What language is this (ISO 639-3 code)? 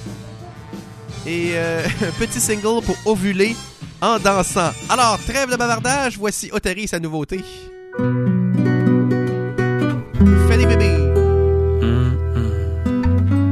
fra